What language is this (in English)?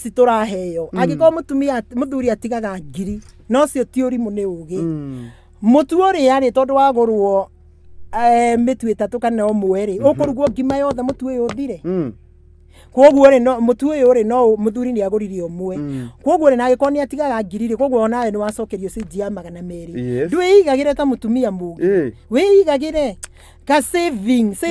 Kikuyu